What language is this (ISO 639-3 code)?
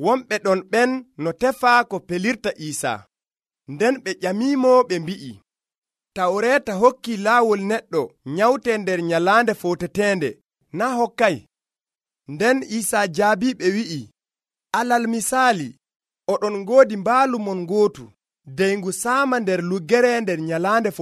fuv